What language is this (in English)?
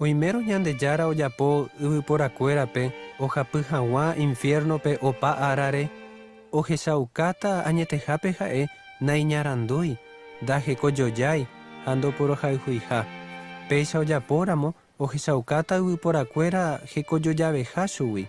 Guarani